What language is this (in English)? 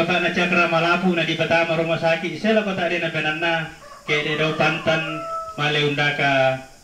Toraja-Sa'dan